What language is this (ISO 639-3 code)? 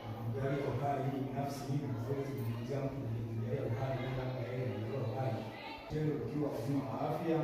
swa